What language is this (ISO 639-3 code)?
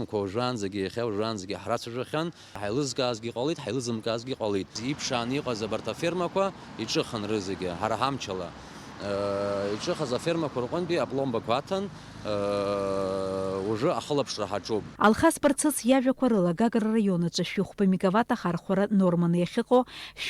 abk